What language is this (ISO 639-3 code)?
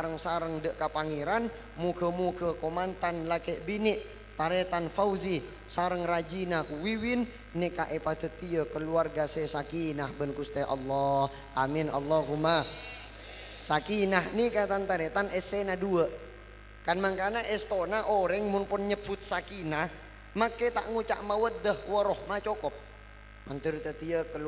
mad